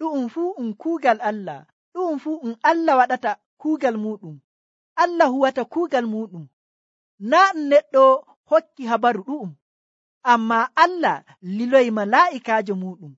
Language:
Nigerian Fulfulde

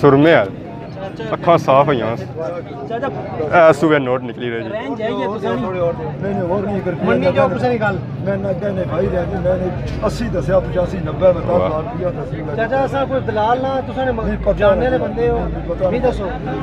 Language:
Pahari-Potwari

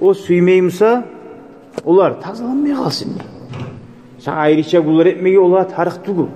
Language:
Kumyk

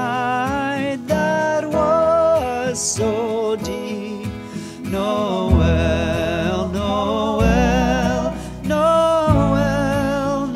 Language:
Norwegian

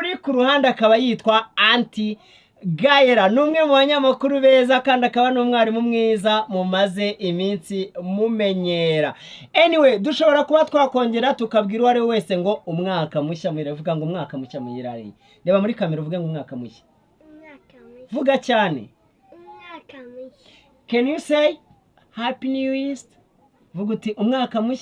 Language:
Kinyarwanda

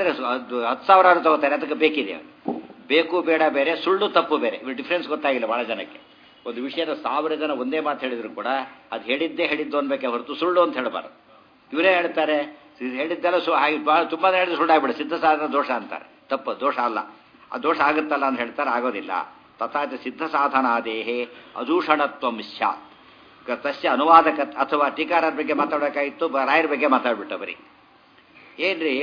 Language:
Kannada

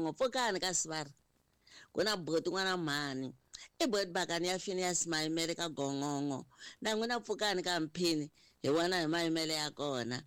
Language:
Tsonga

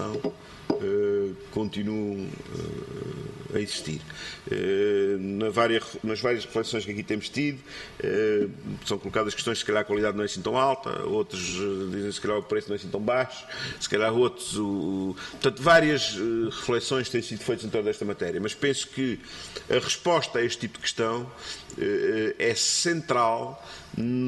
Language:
Portuguese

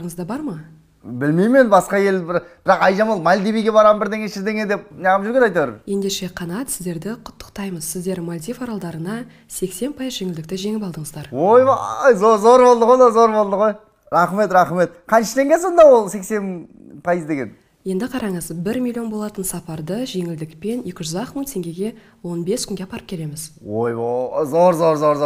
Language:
Kazakh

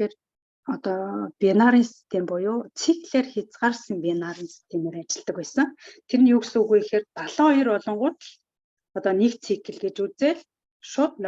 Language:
Mongolian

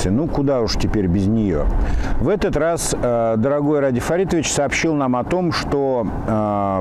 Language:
Russian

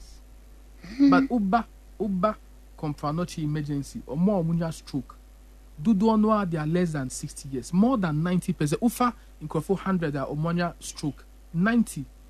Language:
Akan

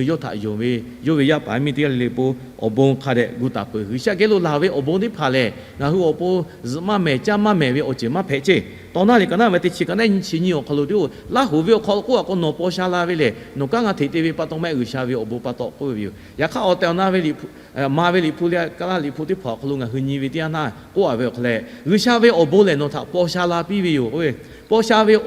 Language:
Lahu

